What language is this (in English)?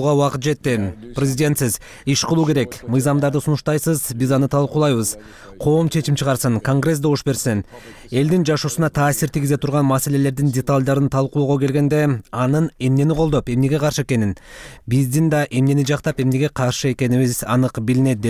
Kyrgyz